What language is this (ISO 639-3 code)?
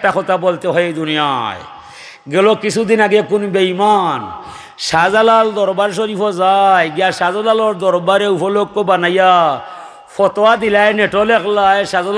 syl